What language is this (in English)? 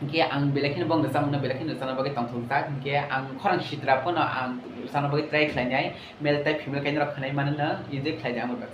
Kok Borok